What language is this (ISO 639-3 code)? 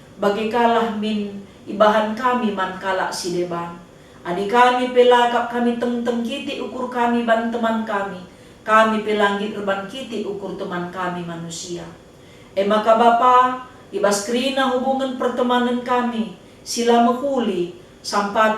btx